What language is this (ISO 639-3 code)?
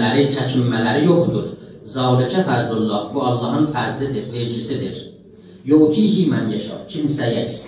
azb